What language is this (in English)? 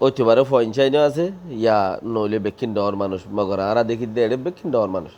Rohingya